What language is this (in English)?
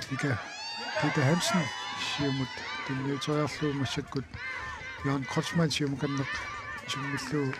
Kalaallisut